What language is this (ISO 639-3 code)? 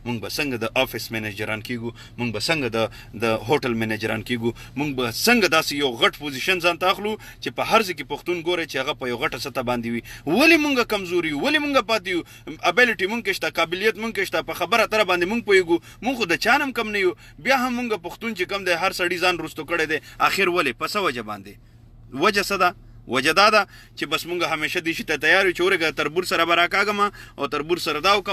pus